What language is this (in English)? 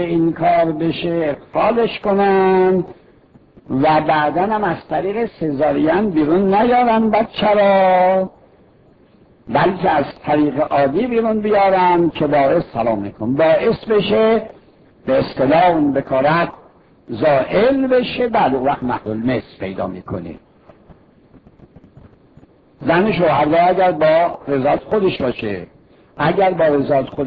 Persian